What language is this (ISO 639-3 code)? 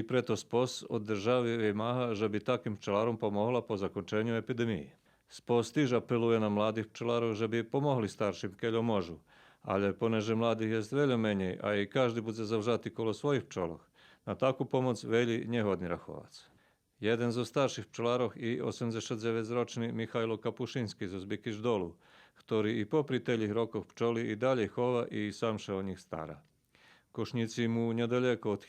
rue